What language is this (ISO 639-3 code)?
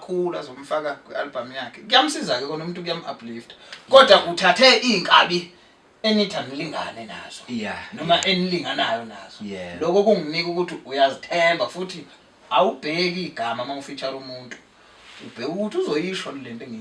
zul